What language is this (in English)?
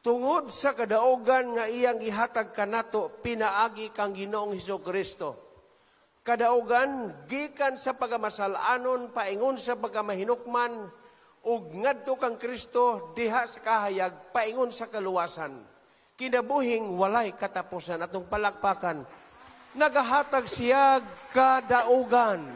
Cebuano